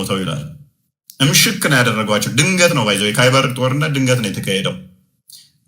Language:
Amharic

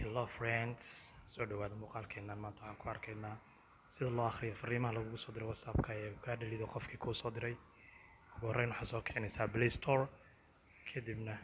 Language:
Somali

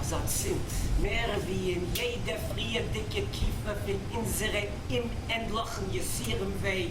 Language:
Yiddish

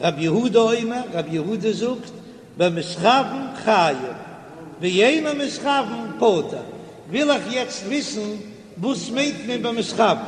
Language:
Yiddish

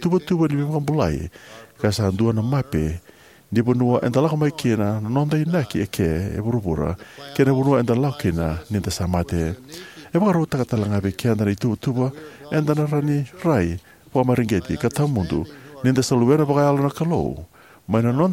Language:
Fijian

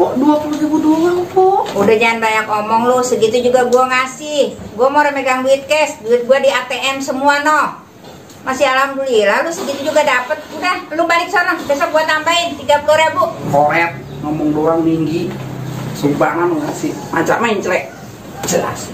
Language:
Betawi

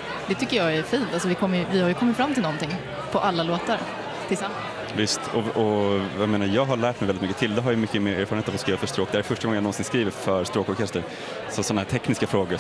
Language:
Swedish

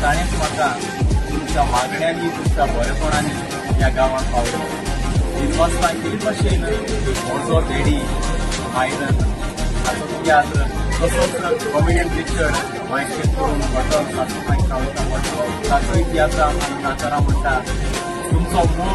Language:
Konkani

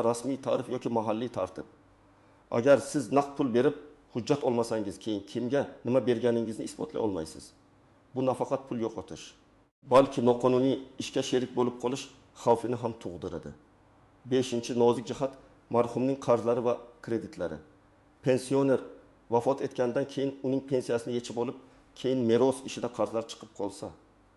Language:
Uzbek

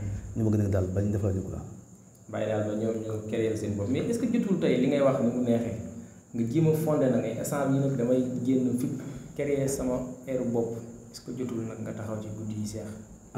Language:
Wolof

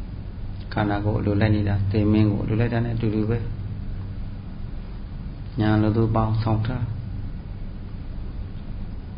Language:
Burmese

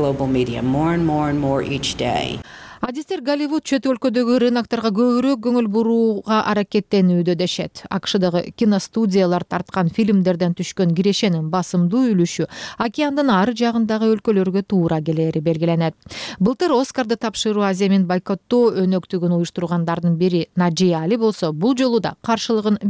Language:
Kyrgyz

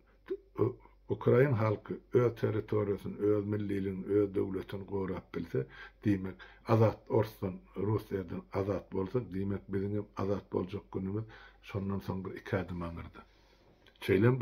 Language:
Turkmen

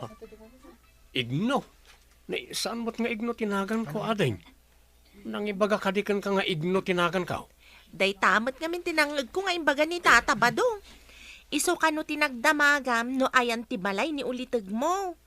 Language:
Iloko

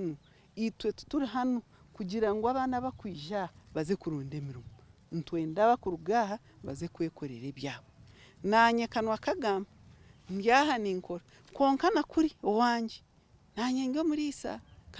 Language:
Nyankole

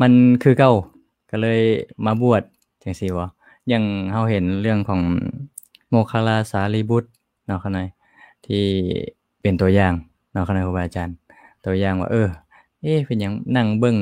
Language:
Lao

